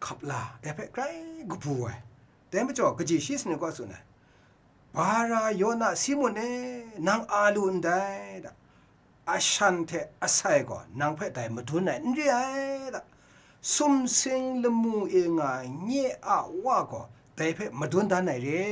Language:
Kachin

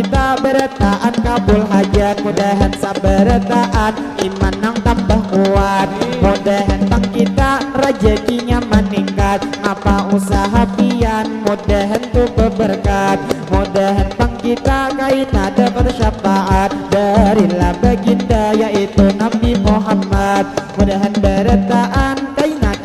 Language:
Banjar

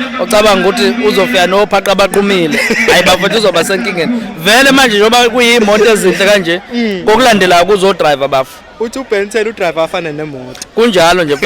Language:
Zulu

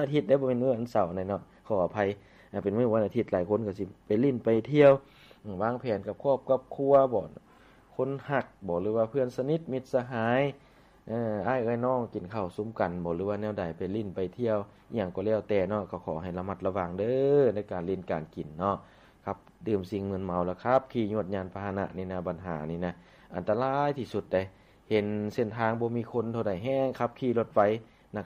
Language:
Lao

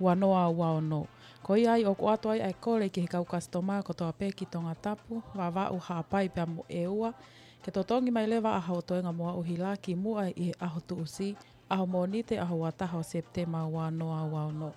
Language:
Tongan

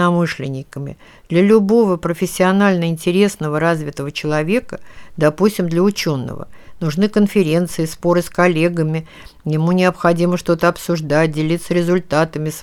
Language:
Russian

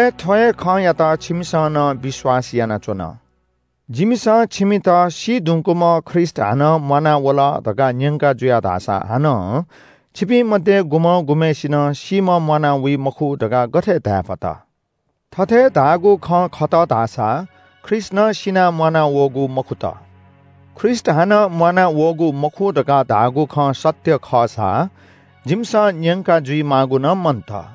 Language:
Newari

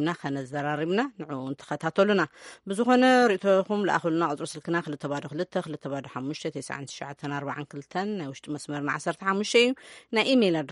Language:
Tigrinya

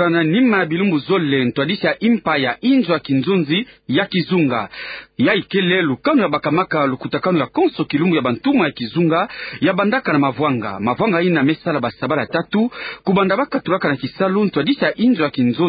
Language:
Kituba (Democratic Republic of Congo)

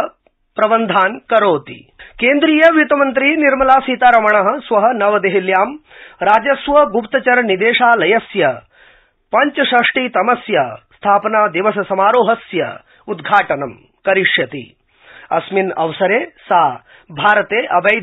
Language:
Sanskrit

